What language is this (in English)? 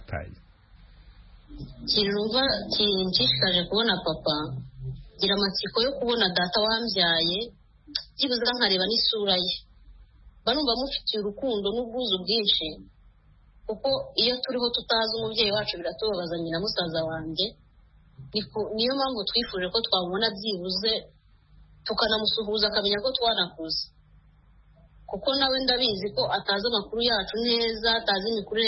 Kinyarwanda